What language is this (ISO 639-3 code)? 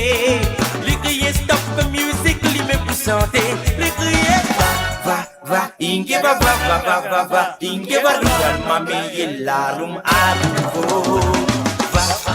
mfe